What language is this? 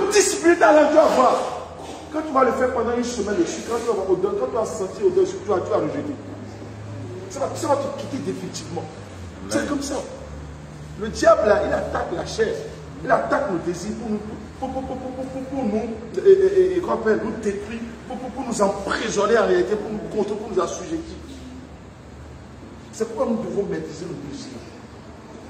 French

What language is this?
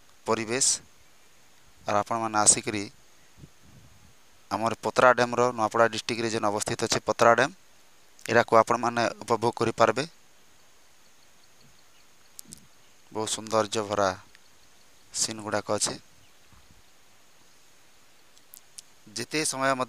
Odia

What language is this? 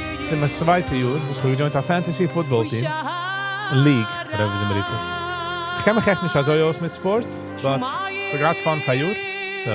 Yiddish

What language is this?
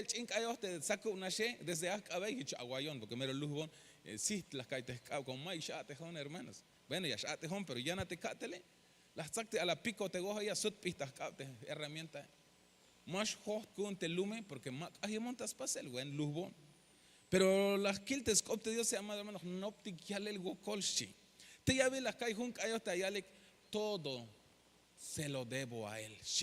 Tzeltal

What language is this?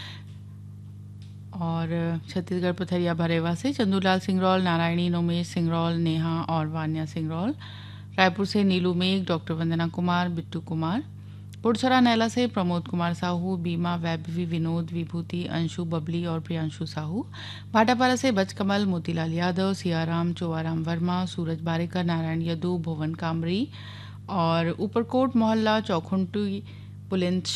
Hindi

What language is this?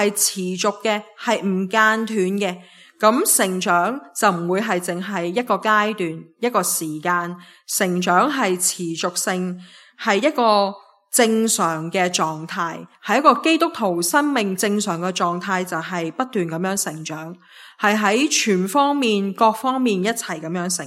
Cantonese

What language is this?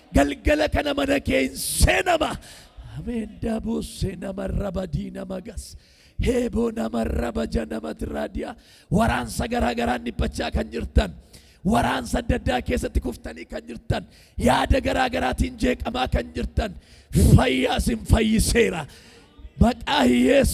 Oromo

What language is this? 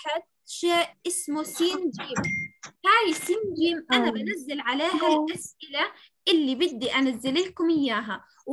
South Levantine Arabic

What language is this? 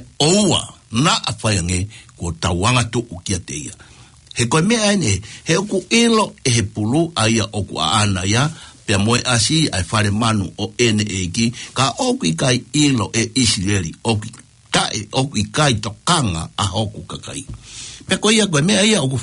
Tongan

